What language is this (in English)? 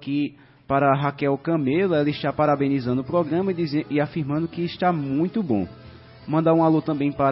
Portuguese